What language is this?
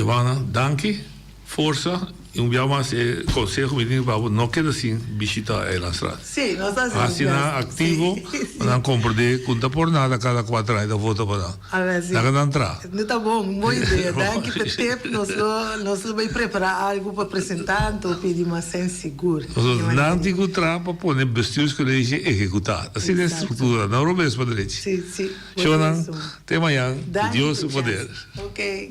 Papiamento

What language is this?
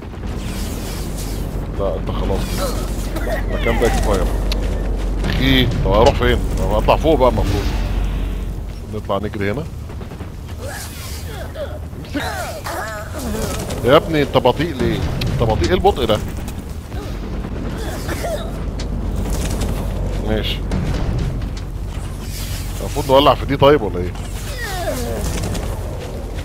Egyptian Arabic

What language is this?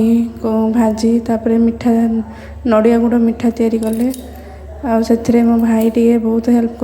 Odia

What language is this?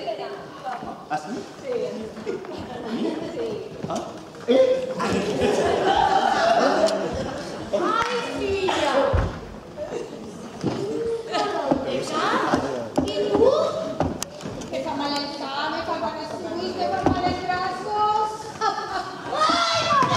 Catalan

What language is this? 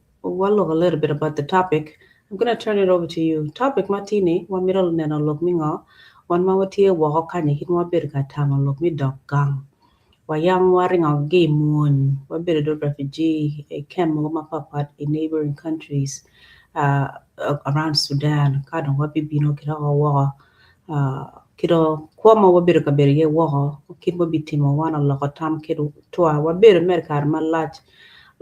Acoli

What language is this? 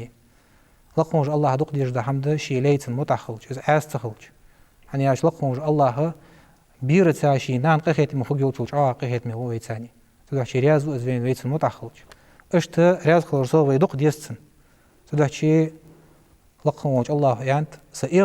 Ingush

